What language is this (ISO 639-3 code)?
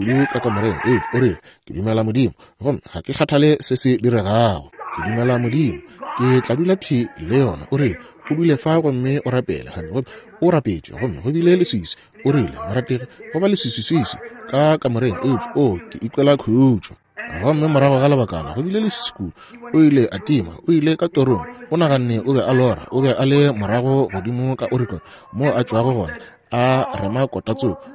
nso